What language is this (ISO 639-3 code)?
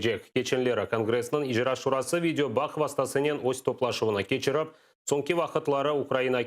crh